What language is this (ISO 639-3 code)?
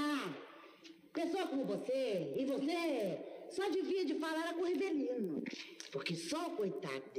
por